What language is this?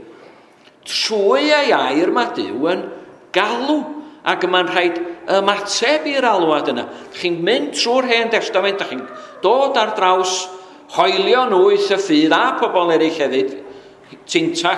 Welsh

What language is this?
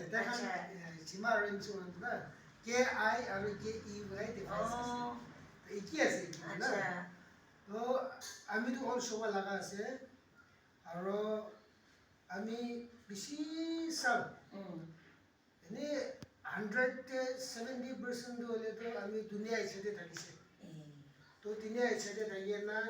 Naga Pidgin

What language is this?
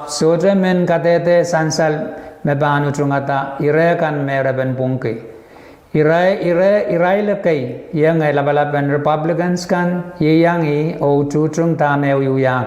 Pohnpeian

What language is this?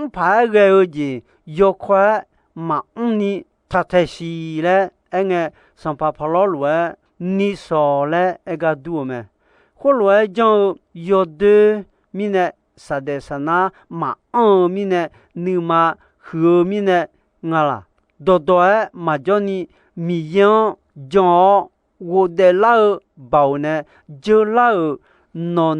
Akha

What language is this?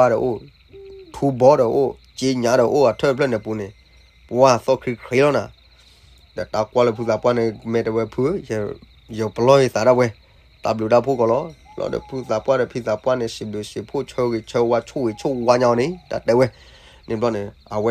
S'gaw Karen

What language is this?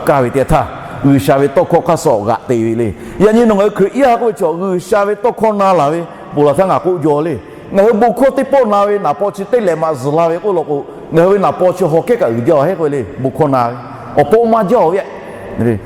Lahu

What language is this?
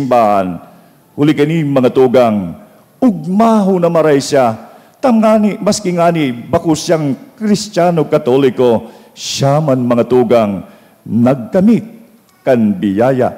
Bikol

